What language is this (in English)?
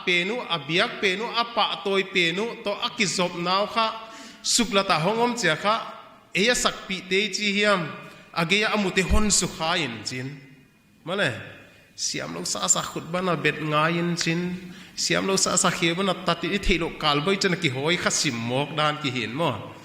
Paite Chin